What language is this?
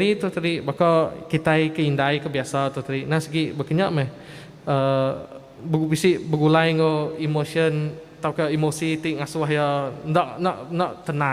Iban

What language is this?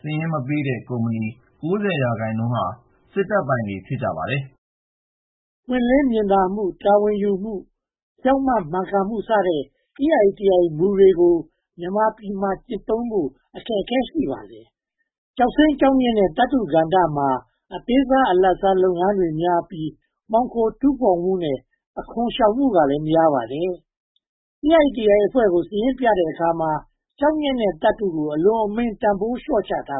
Burmese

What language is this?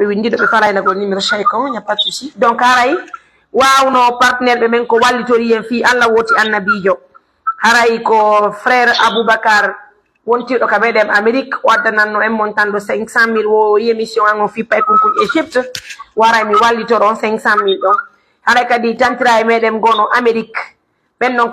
Pular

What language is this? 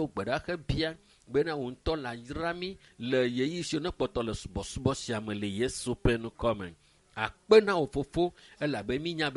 Ewe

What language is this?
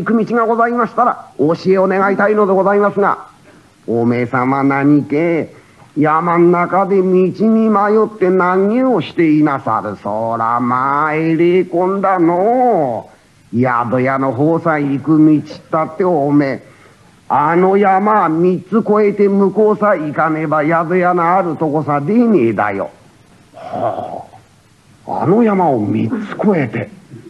Japanese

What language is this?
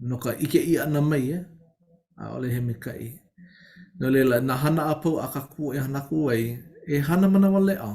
Hawaiian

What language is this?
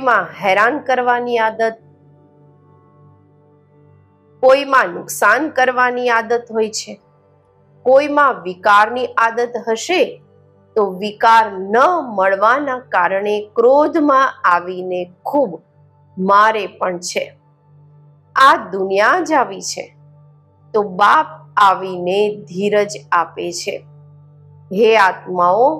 Gujarati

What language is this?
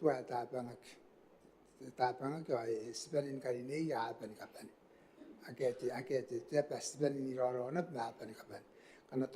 Gilbertese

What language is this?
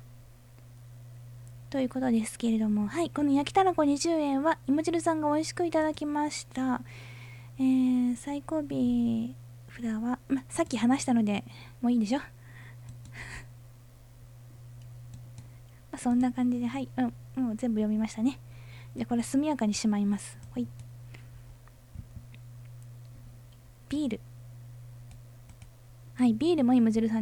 Japanese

